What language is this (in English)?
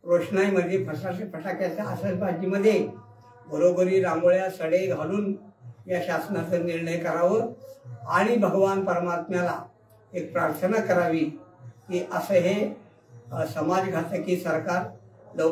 Marathi